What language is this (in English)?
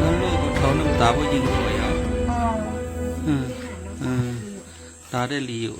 Shan